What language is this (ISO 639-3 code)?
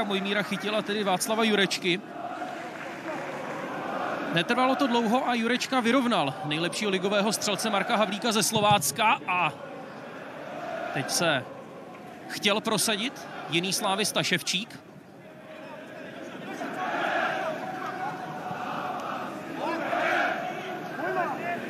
ces